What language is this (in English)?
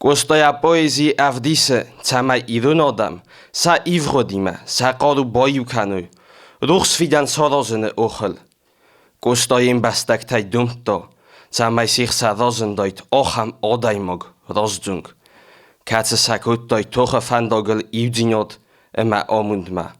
Ossetic